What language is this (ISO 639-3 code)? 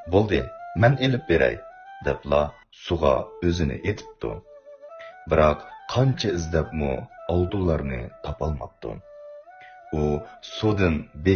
uig